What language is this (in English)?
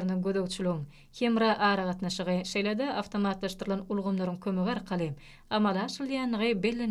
Turkmen